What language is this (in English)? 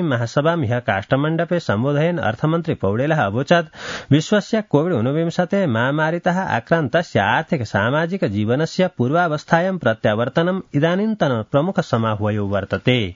Sanskrit